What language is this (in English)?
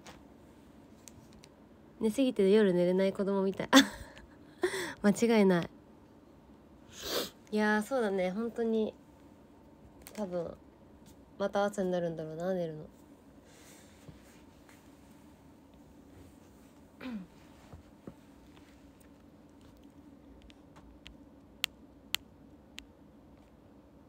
Japanese